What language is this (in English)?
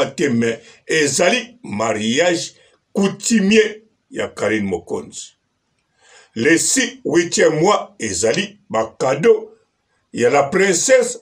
Lingala